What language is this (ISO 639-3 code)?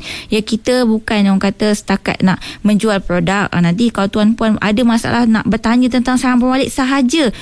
msa